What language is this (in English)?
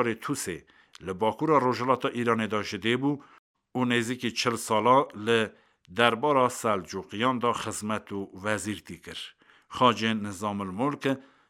Kurdish